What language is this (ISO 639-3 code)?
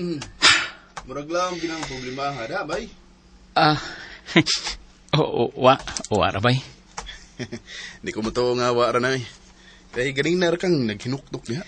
ceb